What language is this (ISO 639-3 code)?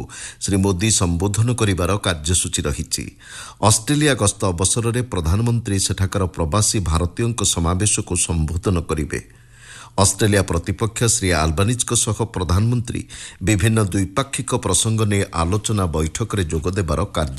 ori